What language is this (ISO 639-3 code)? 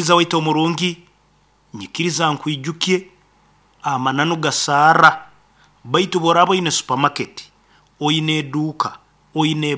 nyn